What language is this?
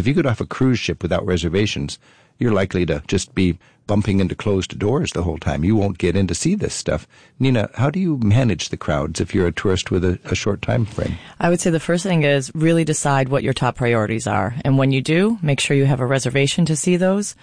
English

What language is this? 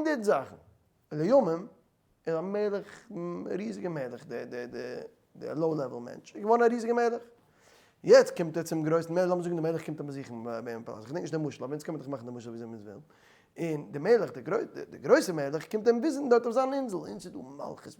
Yiddish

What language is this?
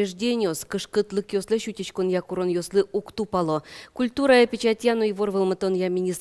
Udmurt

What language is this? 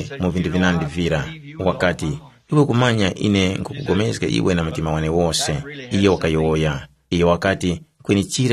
Tumbuka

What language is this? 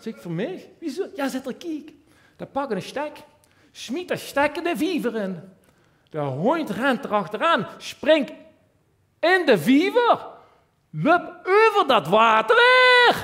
Limburgish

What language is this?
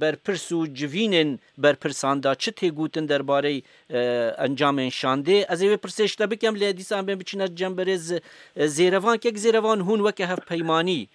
Kurdish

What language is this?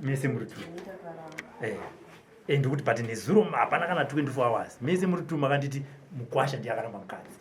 Shona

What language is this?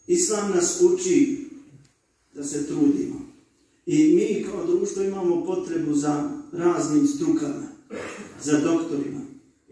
Bosnian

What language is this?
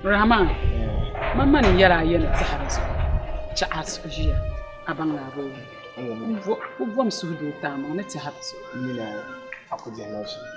Dagbani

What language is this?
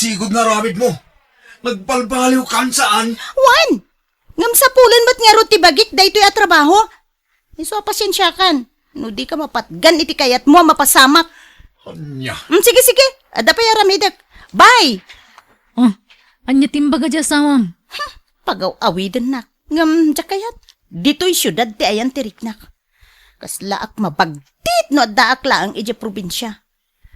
Iloko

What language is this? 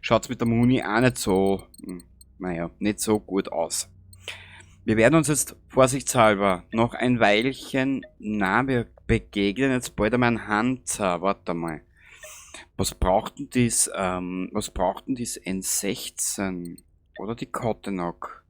Bavarian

